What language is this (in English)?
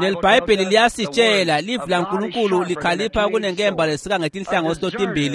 Swati